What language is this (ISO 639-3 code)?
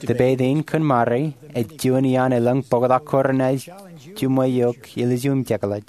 mah